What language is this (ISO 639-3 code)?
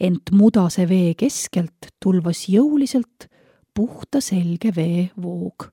est